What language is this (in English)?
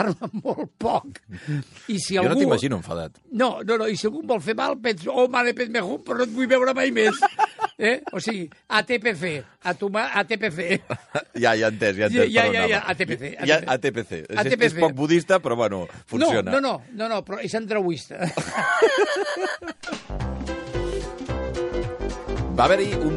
Catalan